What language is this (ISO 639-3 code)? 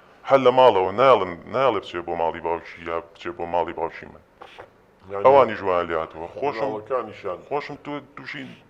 ckb